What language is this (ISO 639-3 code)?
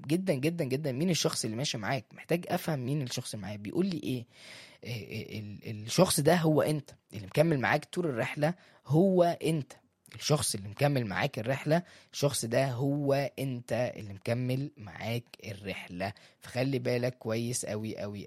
arz